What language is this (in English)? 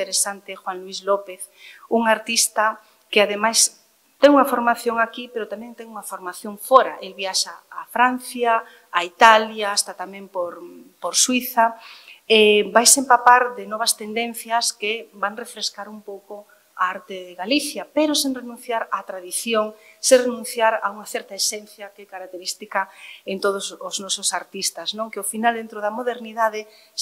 Galician